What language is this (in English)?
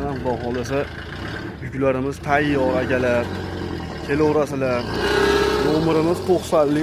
Uzbek